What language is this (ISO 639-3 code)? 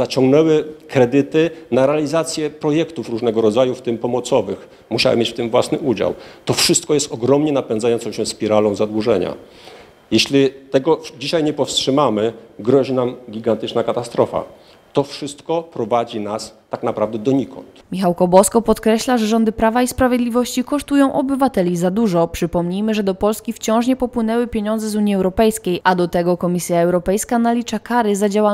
pol